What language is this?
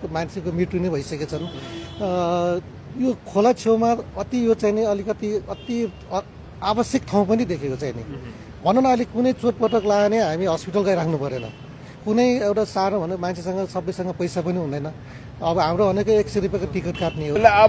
Nepali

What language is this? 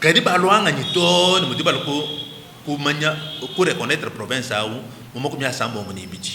Luba-Lulua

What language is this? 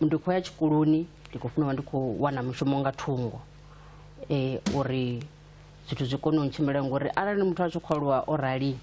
Venda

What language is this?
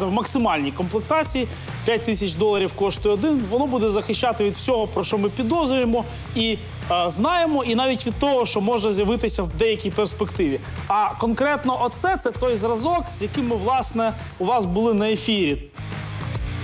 Ukrainian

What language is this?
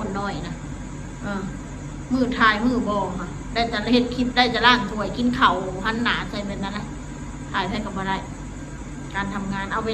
Northeastern Thai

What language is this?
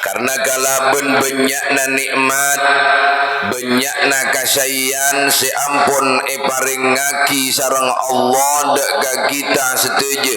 Madurese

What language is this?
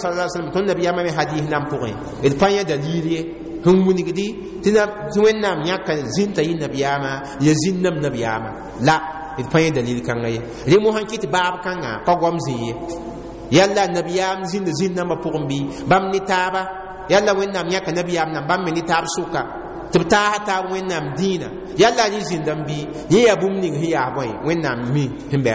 Mossi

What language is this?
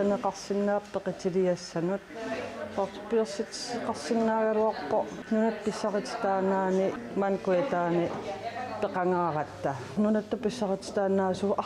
Kalaallisut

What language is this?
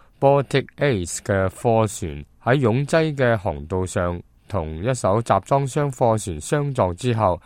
Cantonese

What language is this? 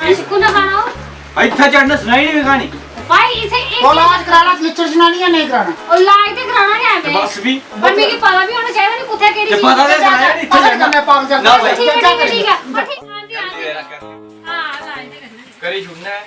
Dogri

